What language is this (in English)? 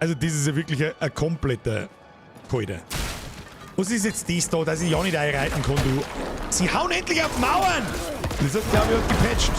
Bavarian